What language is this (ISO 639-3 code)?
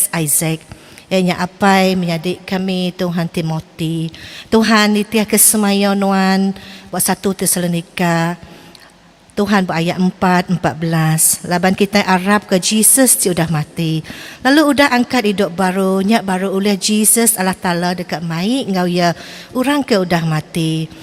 iba